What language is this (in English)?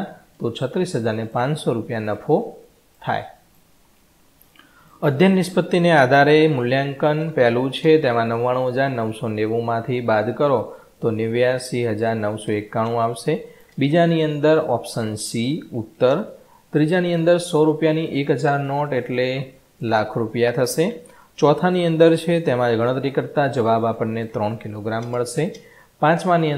Gujarati